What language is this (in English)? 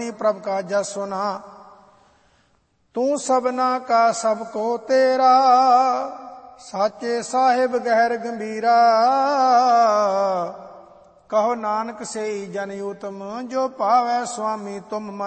Punjabi